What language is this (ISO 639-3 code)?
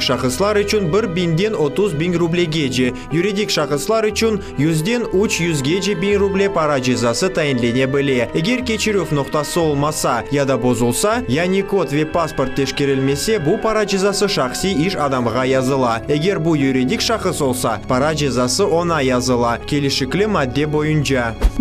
crh